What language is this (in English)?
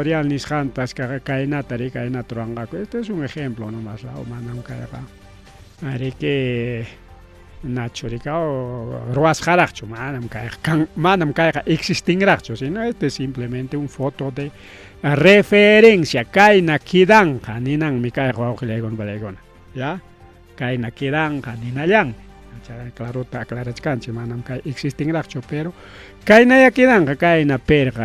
Ayacucho Quechua